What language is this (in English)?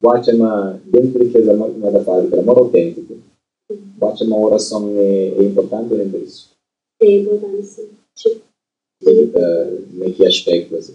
Kabuverdianu